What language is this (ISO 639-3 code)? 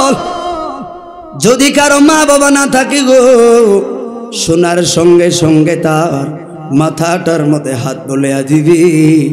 ben